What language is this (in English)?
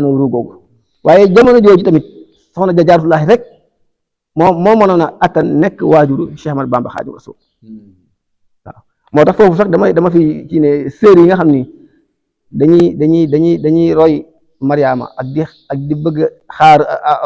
Wolof